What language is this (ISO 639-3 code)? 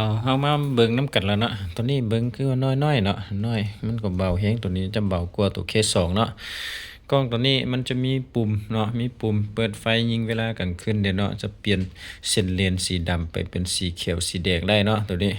lao